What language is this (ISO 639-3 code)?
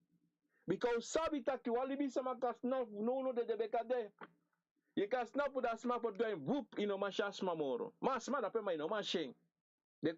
srn